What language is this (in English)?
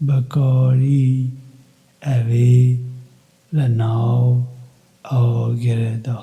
Kurdish